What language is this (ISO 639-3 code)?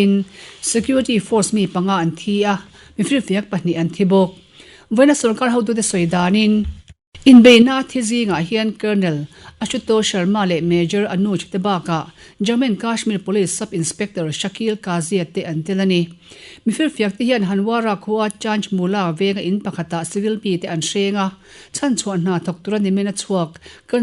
lus